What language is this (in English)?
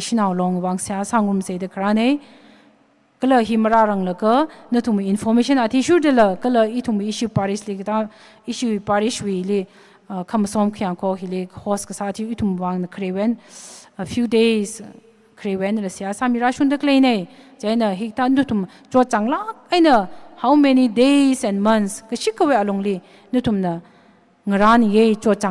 Tangkhul Naga (India)